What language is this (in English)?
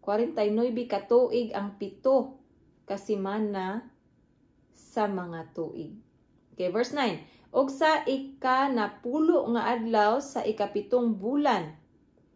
Cebuano